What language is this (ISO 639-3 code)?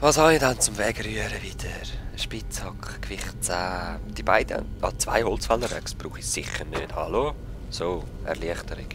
gsw